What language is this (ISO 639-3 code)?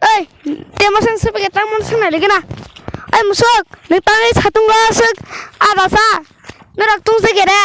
trp